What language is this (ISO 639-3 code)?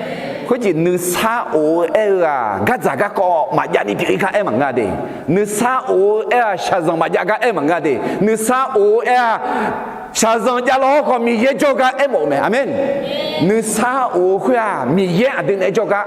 ahk